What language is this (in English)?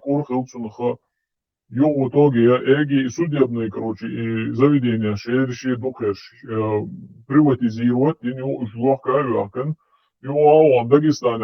Chechen